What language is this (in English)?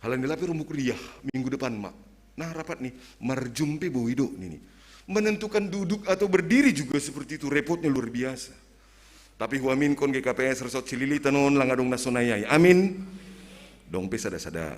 Batak Simalungun